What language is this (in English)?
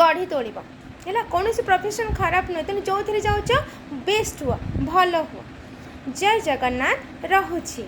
Odia